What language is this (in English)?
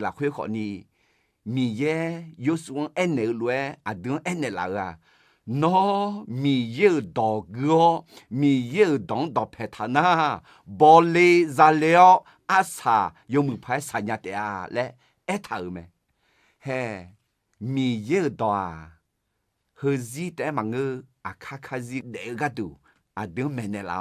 Akha